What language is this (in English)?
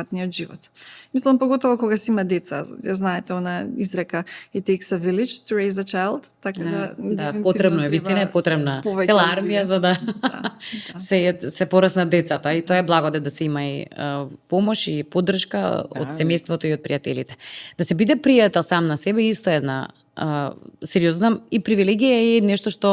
Macedonian